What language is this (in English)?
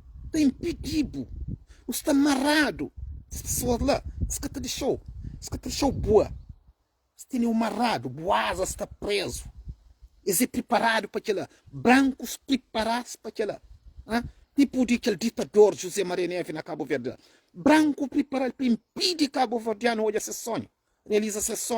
Kabuverdianu